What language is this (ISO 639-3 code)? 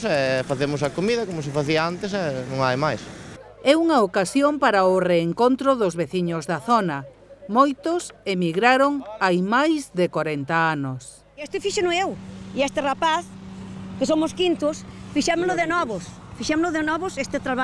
glg